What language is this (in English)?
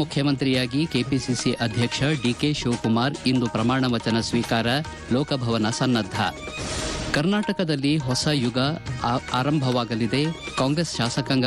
Kannada